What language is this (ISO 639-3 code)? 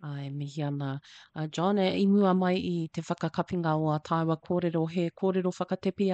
mri